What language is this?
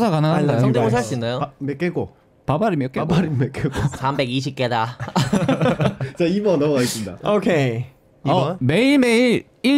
Korean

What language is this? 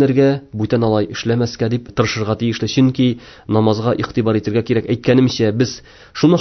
Tatar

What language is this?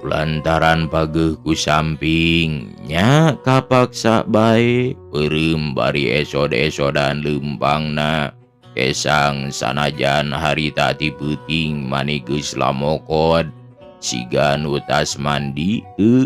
Sundanese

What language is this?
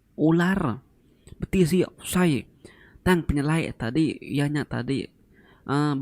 Iban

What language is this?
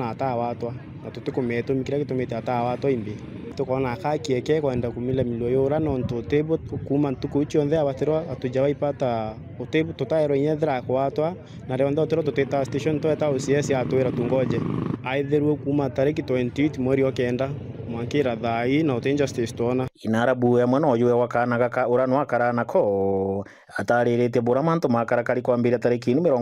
Meru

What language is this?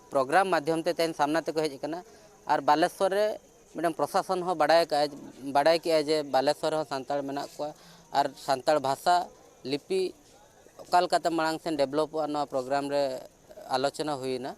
Santali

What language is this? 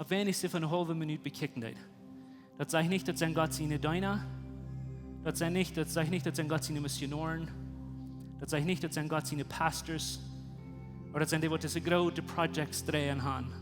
Plautdietsch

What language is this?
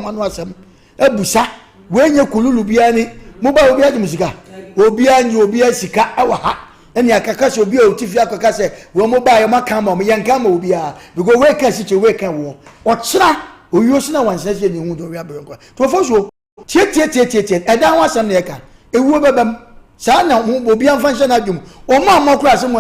Akan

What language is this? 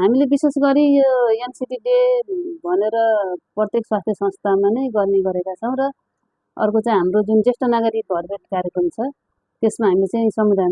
Nepali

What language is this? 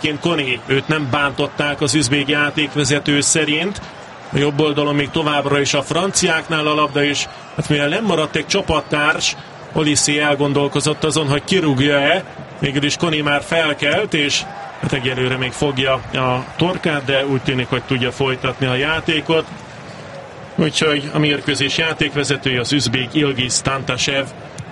Hungarian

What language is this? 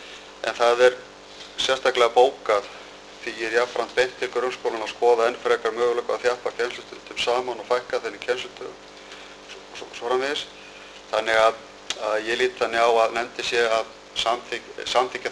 Icelandic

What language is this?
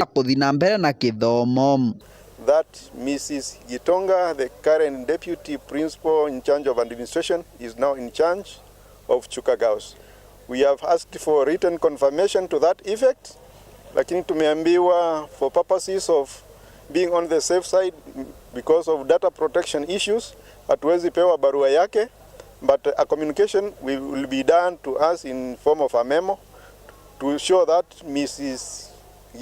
Meru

